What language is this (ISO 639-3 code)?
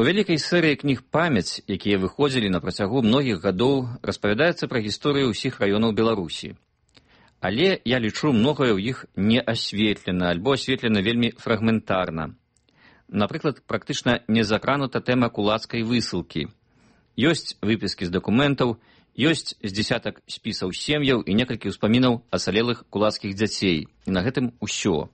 bel